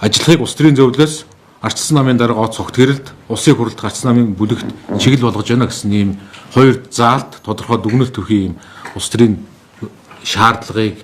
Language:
Mongolian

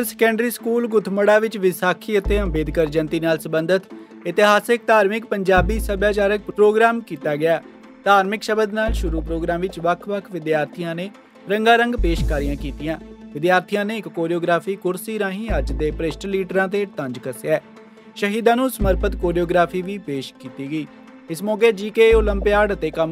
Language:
Punjabi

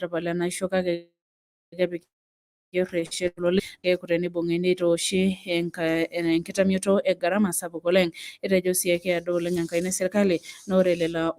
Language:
Masai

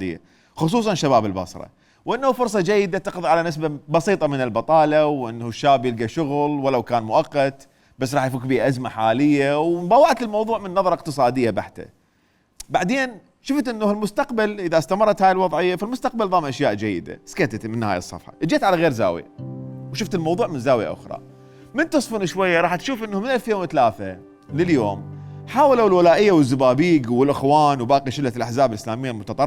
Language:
Mesopotamian Arabic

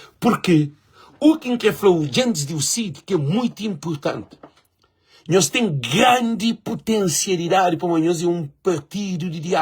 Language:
Kabuverdianu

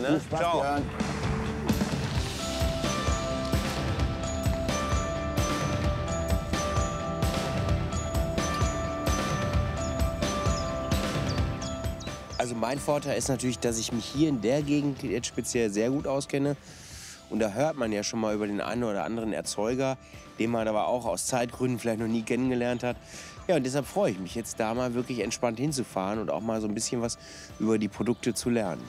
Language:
German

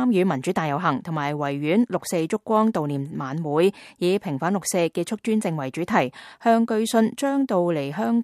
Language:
Cantonese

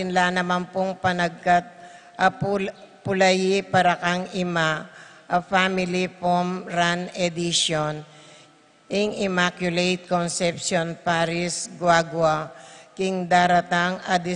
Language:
Pampanga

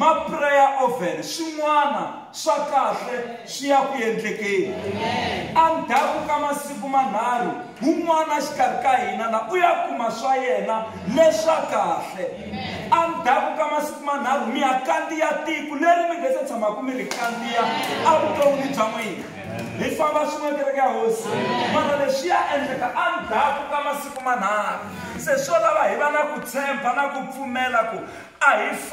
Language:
Tsonga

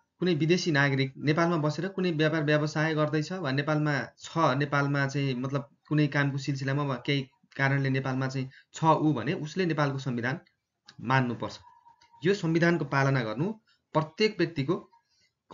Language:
Nepali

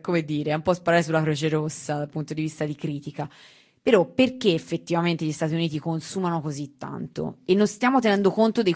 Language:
Italian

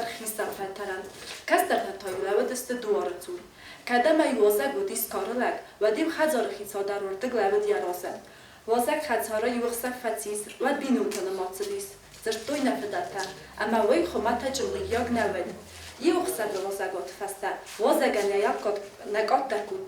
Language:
Ossetic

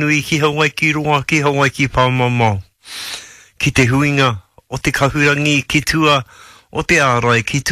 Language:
Māori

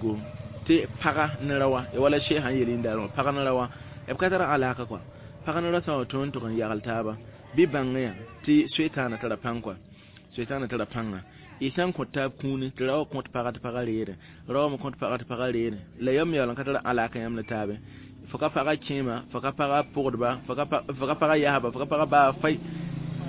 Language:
Mossi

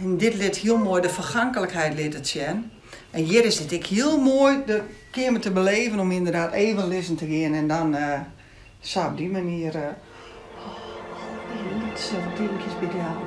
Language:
Western Frisian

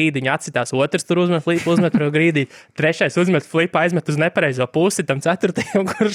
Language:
Latvian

